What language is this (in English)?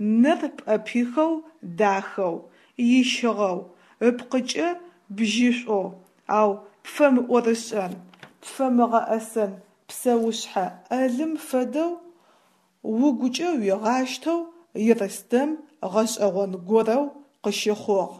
Adyghe